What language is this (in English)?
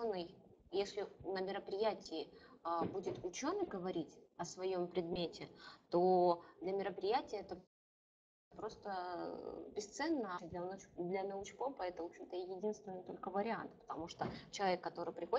Russian